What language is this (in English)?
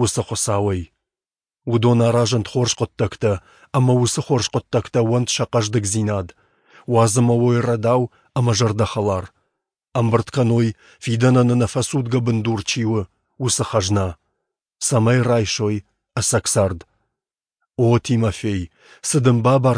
Ossetic